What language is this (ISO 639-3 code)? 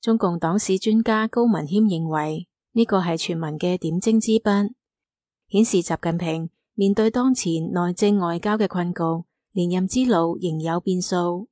yue